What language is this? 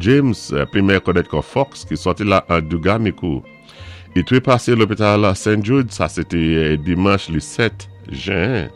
Saint Lucian Creole French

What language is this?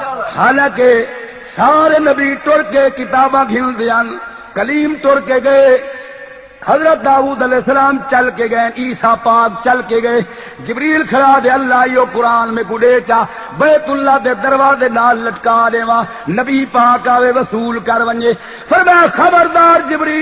Saraiki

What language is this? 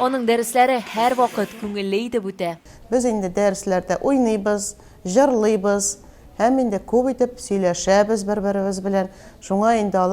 Tatar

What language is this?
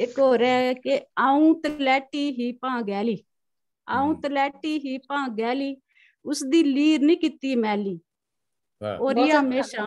Dogri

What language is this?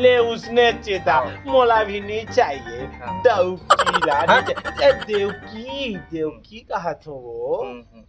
Chhattisgarhi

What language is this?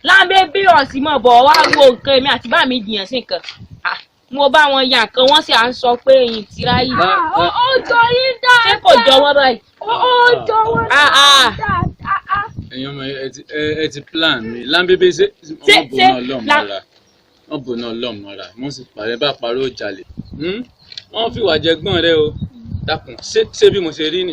Yoruba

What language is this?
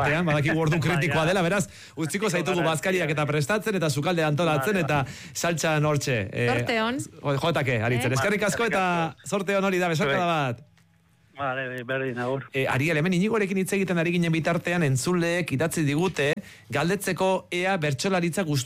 Basque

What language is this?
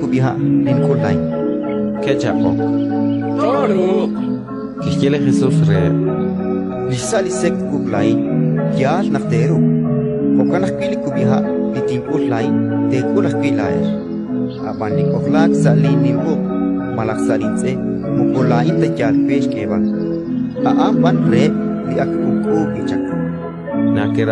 Kekchí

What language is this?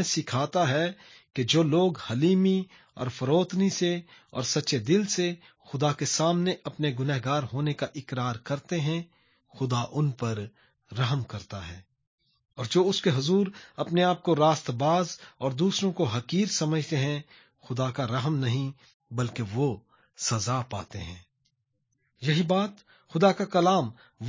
Urdu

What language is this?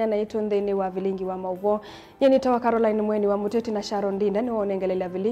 Kamba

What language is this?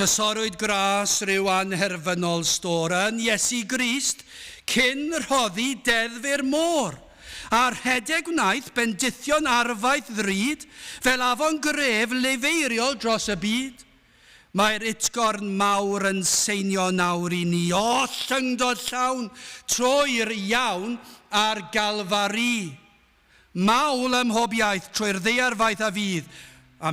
Welsh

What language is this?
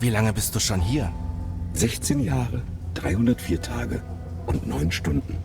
Bavarian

